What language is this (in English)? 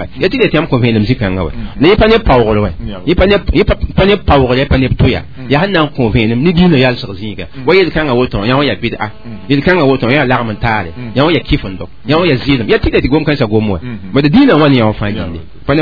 Mossi